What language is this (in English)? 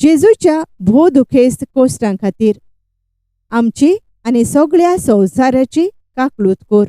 Konkani